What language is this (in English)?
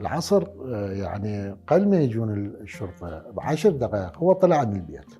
Mesopotamian Arabic